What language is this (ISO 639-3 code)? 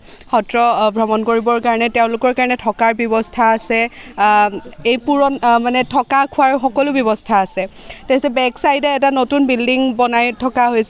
asm